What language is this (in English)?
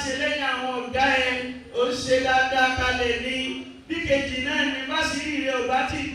Yoruba